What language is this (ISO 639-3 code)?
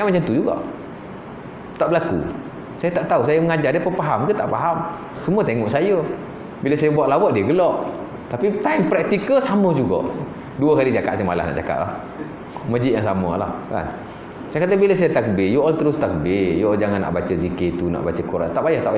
msa